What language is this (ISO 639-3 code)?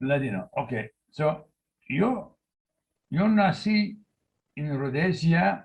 lad